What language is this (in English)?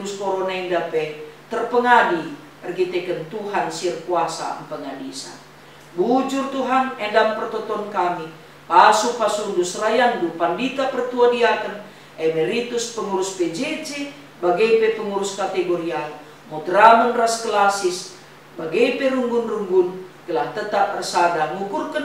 Batak Karo